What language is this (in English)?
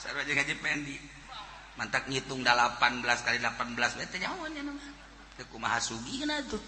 Sundanese